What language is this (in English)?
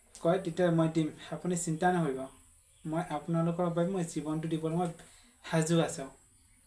Assamese